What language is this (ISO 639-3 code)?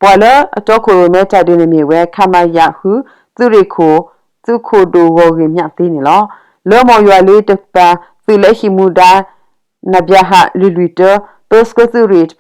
ksw